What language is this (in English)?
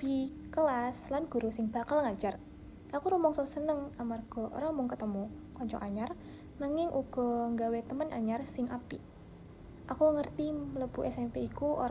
Javanese